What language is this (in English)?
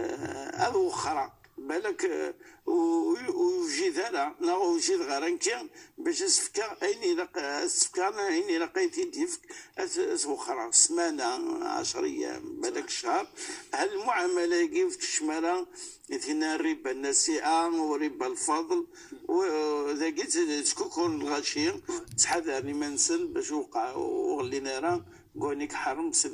Moroccan Arabic